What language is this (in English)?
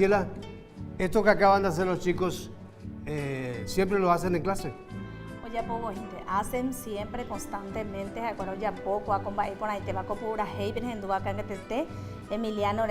Guarani